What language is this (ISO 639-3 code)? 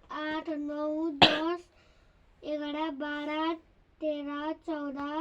nep